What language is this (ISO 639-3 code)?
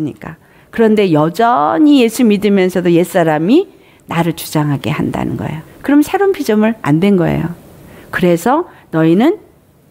kor